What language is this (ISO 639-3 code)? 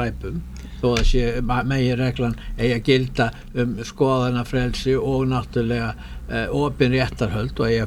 isl